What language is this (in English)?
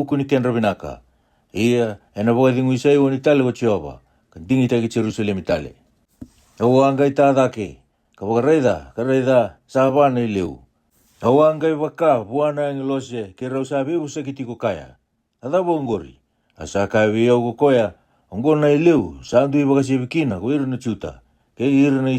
Fijian